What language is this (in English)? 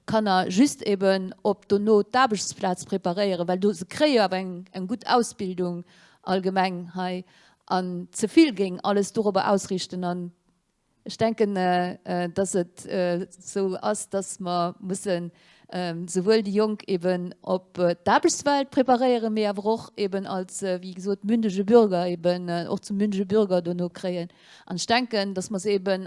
Luxembourgish